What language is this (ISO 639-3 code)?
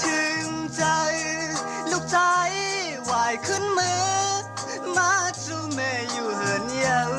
shn